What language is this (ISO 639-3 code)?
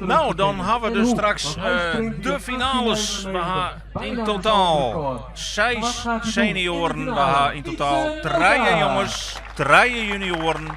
fry